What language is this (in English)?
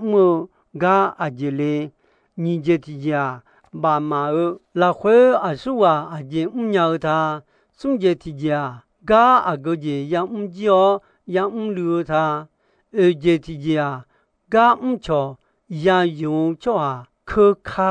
Akha